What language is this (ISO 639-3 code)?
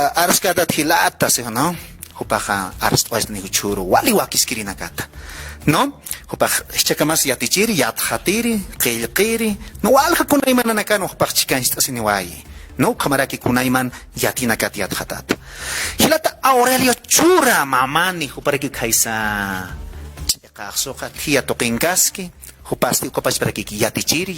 aym